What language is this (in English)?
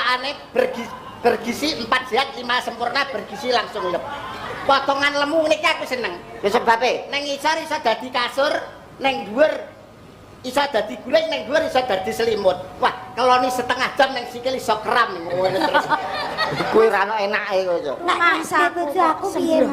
Javanese